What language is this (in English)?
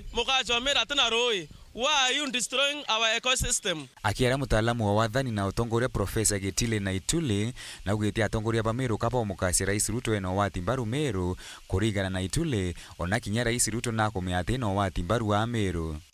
Meru